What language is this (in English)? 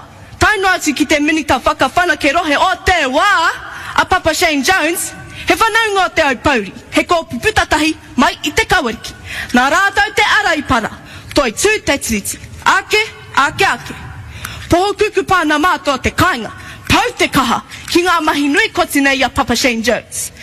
Māori